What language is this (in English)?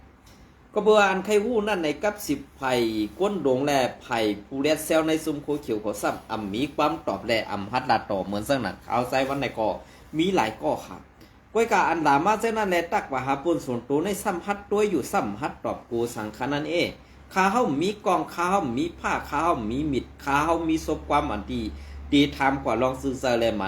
Shan